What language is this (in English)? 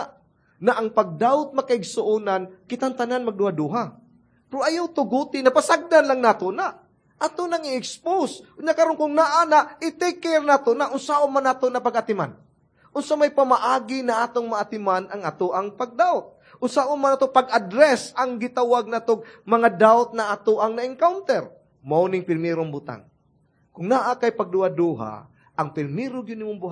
Cebuano